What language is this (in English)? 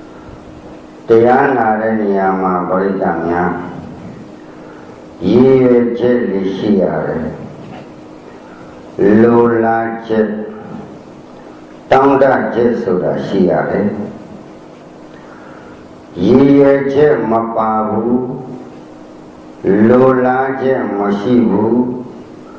Burmese